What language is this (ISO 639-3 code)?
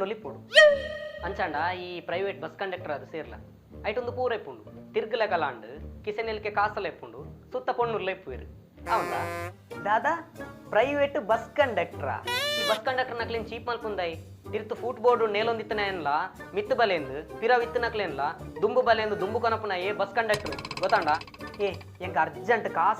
tcy